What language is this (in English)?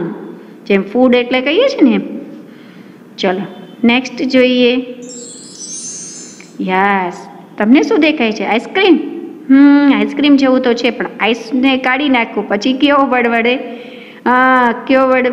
Gujarati